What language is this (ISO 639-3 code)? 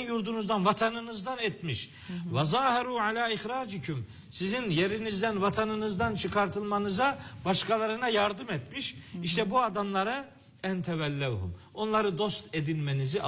tur